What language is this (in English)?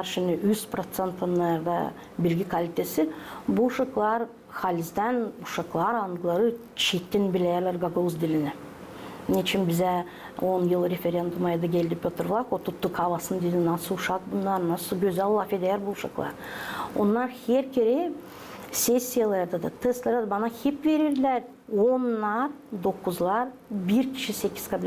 Gagauz